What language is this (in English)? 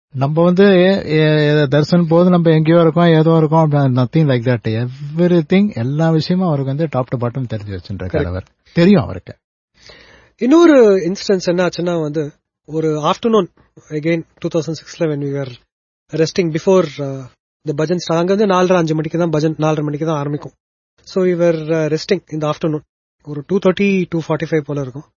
Tamil